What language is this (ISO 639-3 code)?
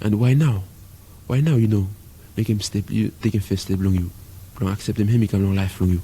bis